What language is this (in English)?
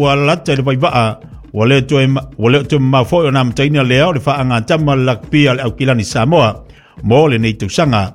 Samoan